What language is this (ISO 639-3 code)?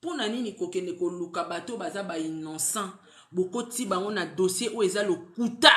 lin